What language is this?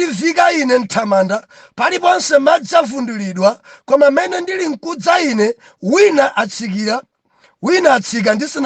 Nyanja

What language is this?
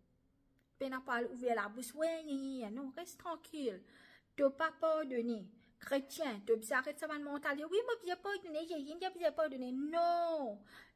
Morisyen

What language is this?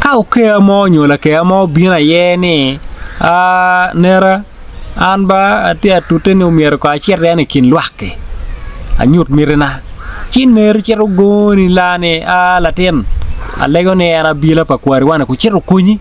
Acoli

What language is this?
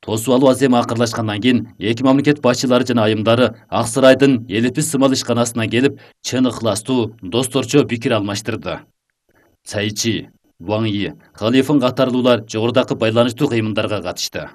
Kyrgyz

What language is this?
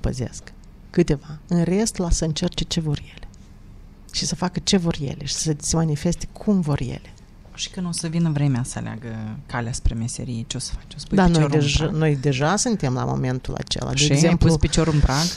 Romanian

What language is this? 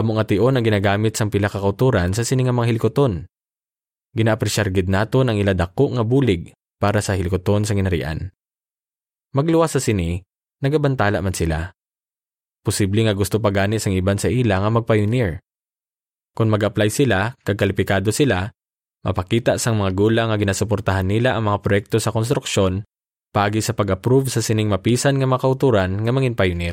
Hiligaynon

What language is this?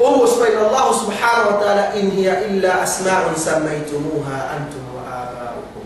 Yakan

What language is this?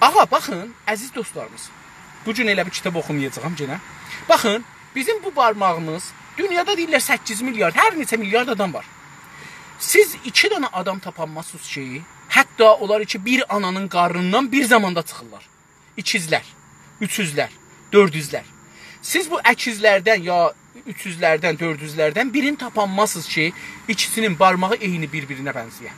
South Azerbaijani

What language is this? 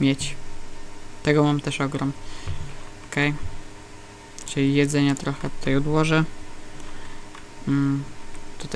Polish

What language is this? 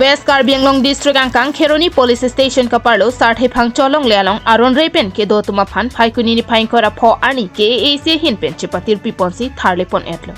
Karbi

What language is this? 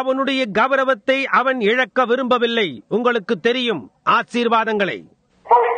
Tamil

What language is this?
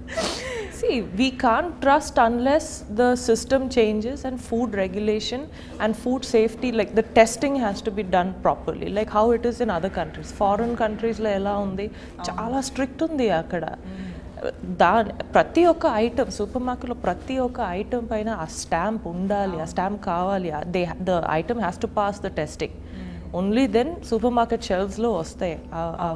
Telugu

